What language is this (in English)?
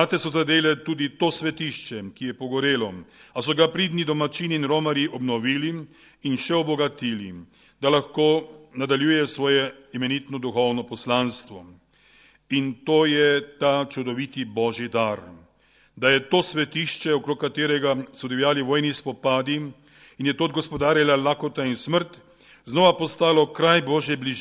Slovenian